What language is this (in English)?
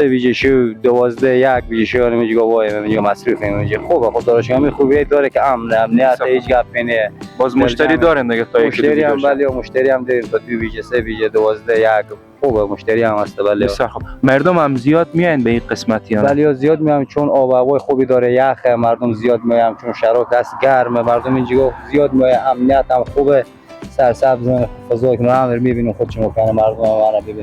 Persian